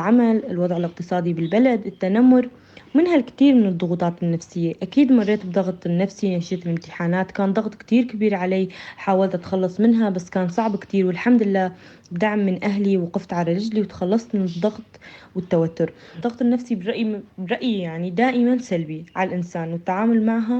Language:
North Levantine Arabic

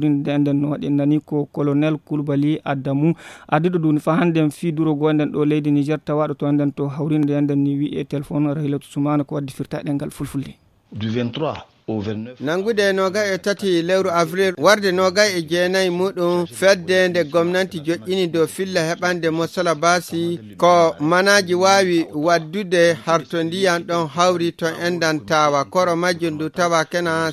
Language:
Fula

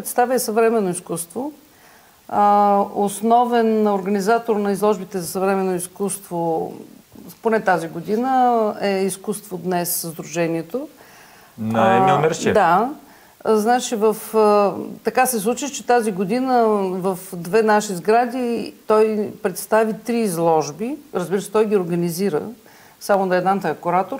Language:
Bulgarian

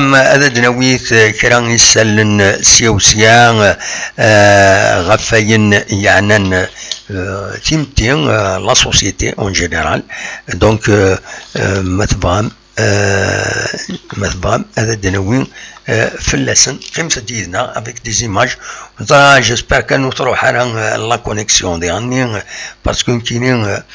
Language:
Kabyle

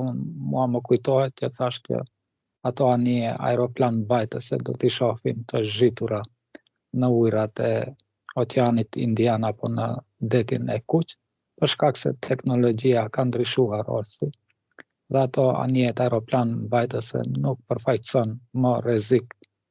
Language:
Albanian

